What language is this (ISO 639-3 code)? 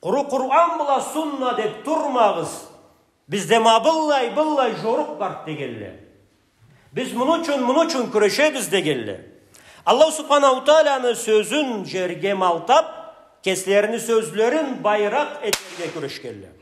krc